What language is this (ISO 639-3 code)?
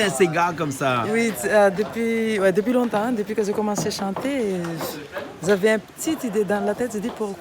rcf